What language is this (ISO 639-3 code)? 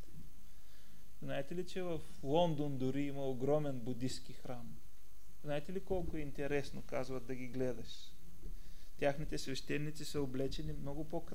bul